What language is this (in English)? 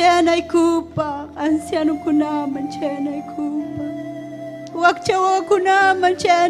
Ayacucho Quechua